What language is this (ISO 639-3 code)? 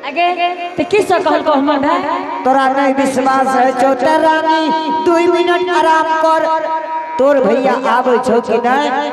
anp